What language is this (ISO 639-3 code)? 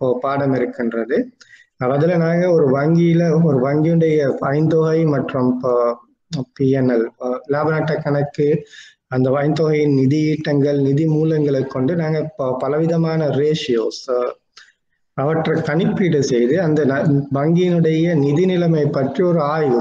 tam